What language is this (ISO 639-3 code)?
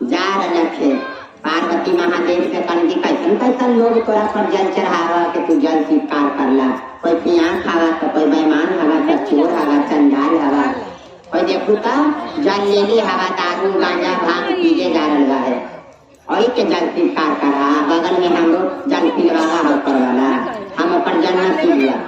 mag